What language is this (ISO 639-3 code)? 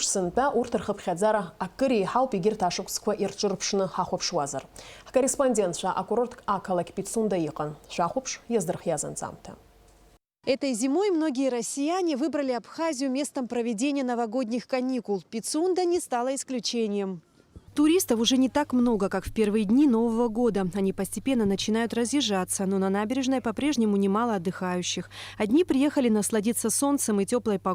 abk